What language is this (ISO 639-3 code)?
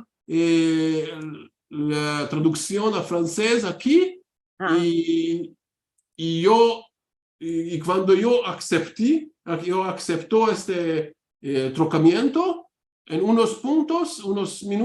lad